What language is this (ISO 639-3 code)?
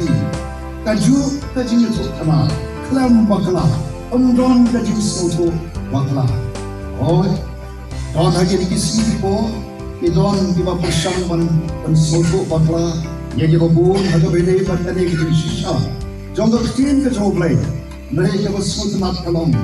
kha